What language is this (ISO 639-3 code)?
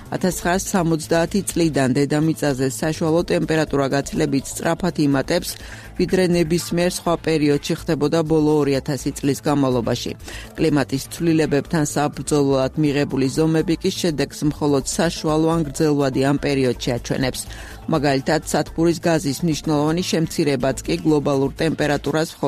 kat